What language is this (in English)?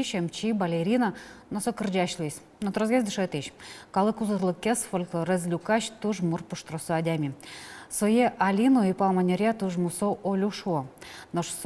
Udmurt